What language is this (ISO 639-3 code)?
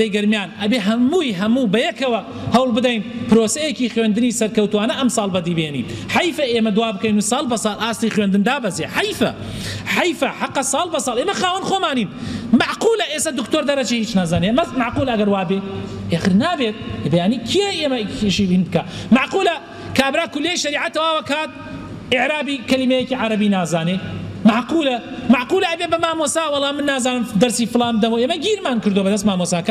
ckb